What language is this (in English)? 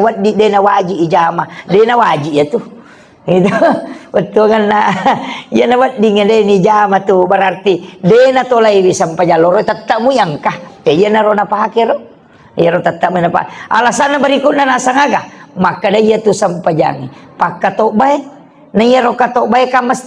Buginese